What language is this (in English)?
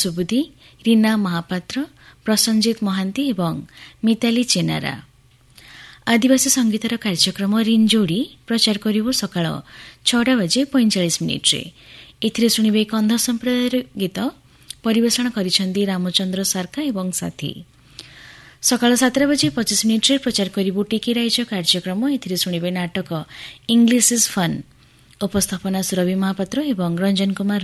Odia